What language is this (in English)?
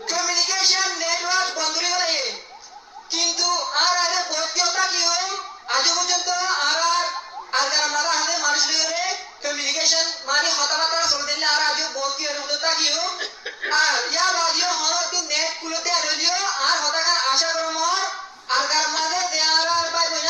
Rohingya